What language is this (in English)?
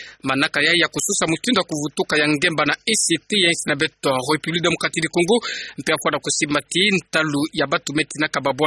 Kituba (Democratic Republic of Congo)